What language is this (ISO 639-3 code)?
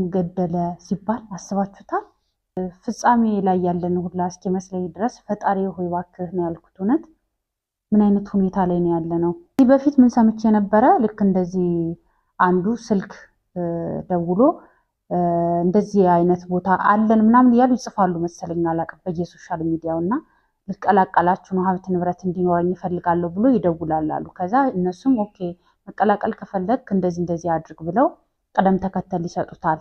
amh